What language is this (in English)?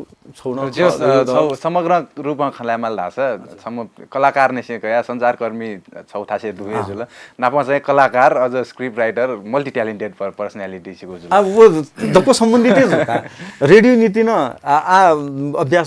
Newari